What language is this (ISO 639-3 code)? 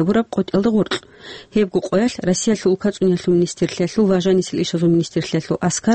ava